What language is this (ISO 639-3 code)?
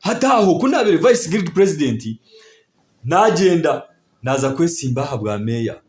nyn